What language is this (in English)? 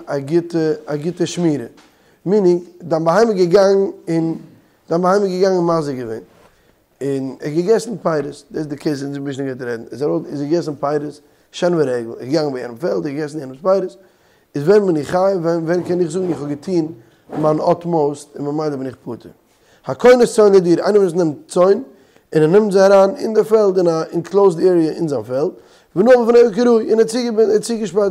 Yiddish